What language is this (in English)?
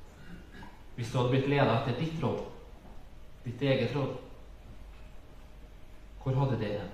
Norwegian